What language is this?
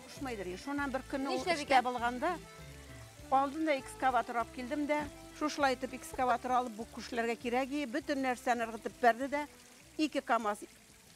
Bashkir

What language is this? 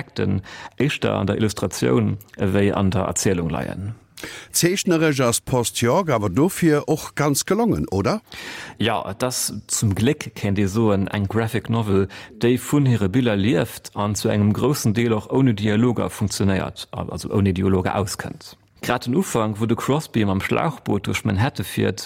Luxembourgish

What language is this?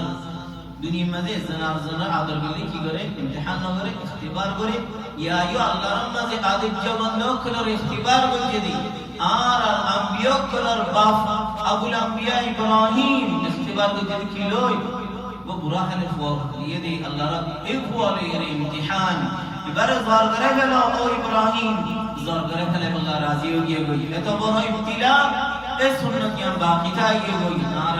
Rohingya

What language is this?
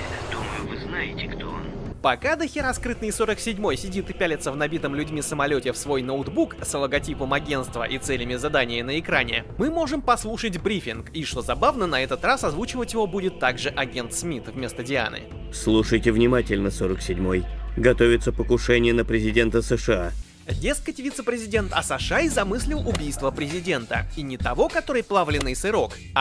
Russian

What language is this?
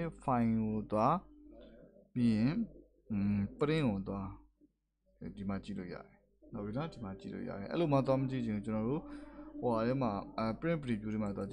Burmese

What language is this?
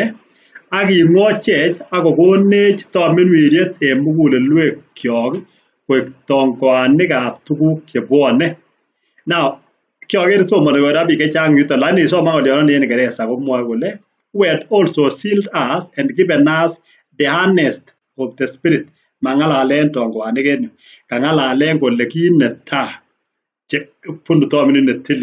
Kalenjin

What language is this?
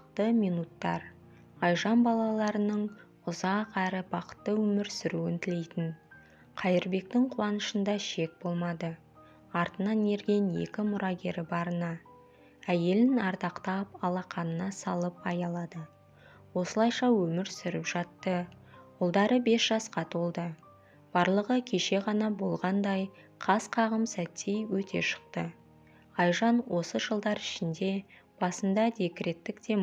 Kazakh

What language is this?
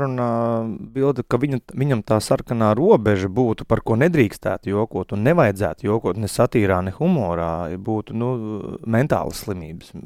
Latvian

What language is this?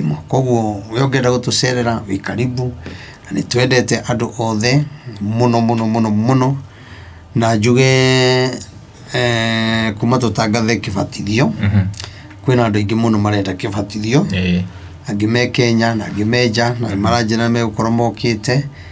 Kikuyu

